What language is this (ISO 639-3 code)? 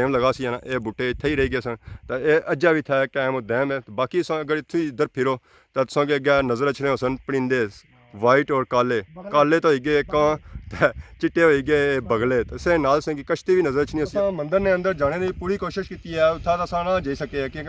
phr